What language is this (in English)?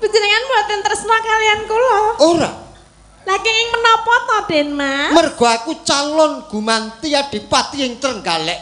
Javanese